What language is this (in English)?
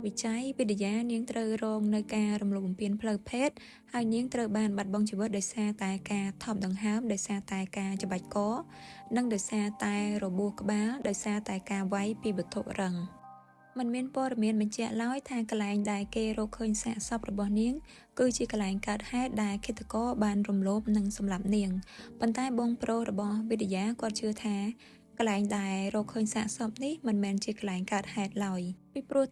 Khmer